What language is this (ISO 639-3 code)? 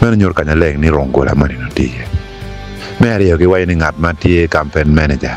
ach